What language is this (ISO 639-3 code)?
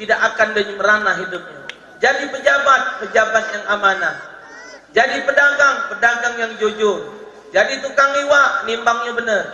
mui